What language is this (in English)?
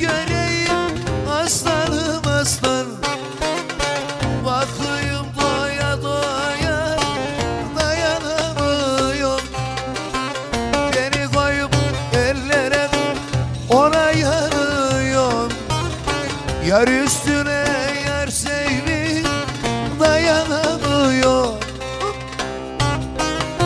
Turkish